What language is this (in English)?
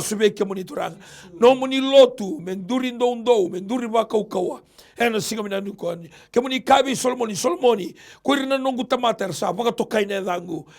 Fijian